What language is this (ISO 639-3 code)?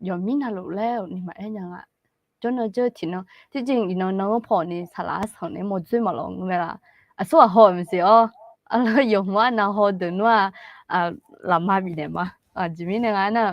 ahk